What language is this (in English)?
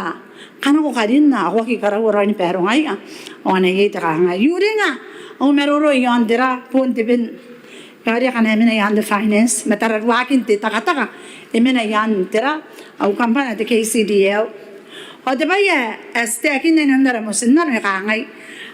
Gilbertese